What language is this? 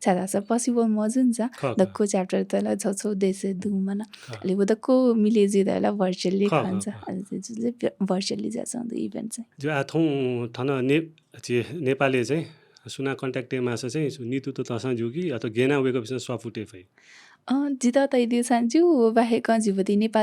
Newari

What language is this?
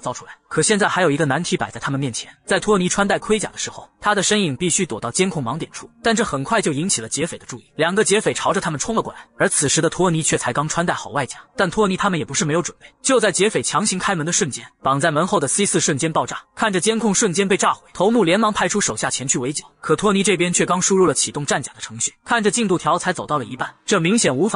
Chinese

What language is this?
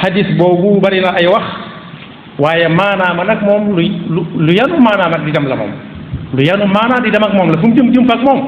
Wolof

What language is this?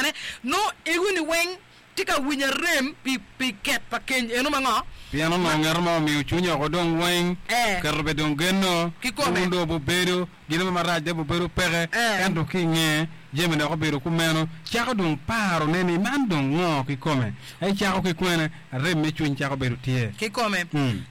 Acoli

